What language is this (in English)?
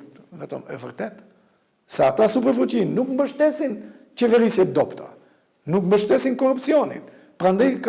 Albanian